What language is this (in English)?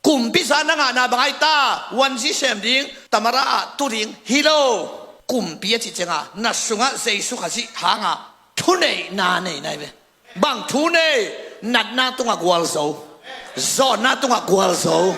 Tedim Chin